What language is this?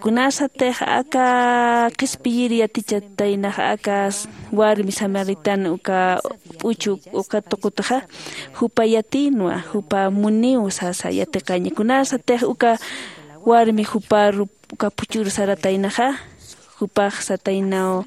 Aymara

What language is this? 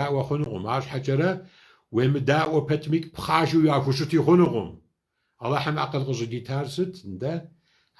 Kabardian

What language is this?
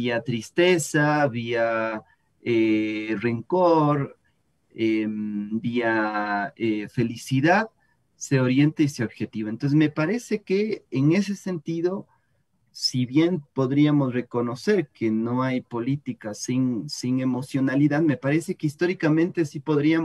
Spanish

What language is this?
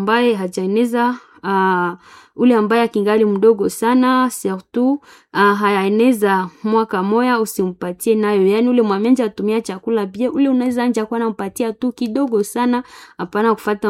Swahili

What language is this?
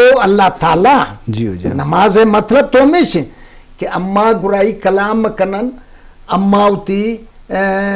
Baluchi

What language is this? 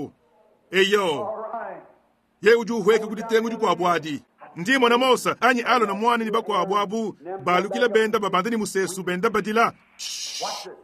Luba-Lulua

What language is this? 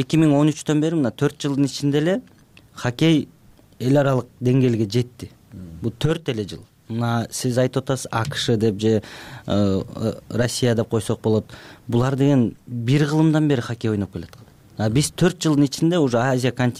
Kyrgyz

